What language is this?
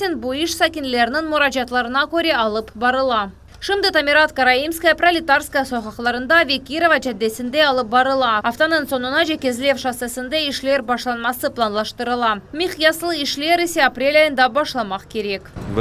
Crimean Tatar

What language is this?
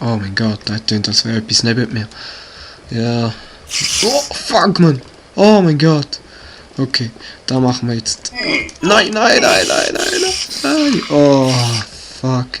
Swiss German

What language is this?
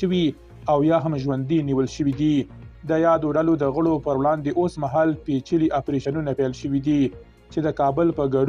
Pashto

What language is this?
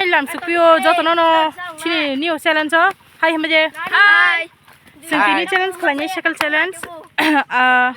Kok Borok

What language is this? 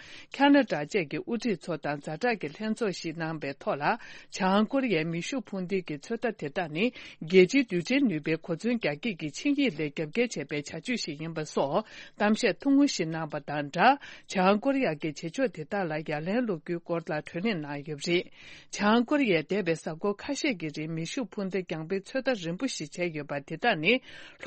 Tibetan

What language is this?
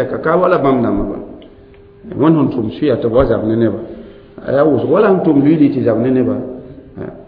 Mossi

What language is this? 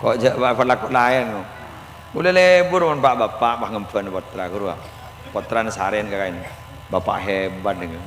Madurese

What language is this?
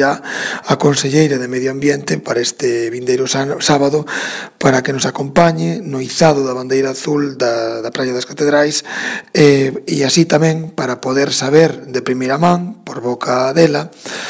Galician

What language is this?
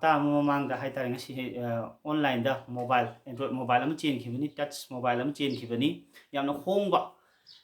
Manipuri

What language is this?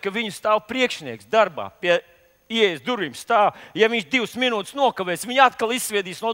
Latvian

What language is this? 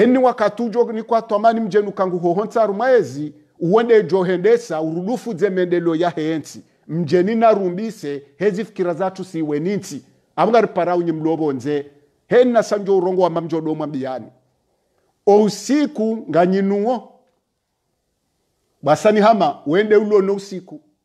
Swahili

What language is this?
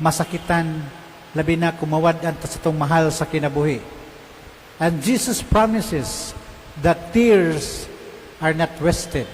Cebuano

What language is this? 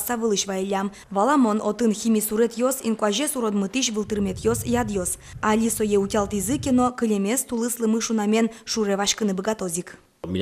Udmurt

